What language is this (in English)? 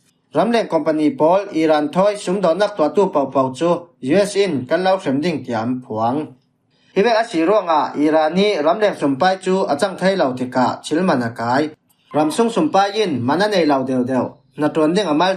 Falam Chin